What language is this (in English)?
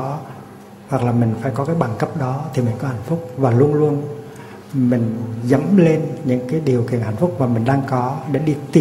Vietnamese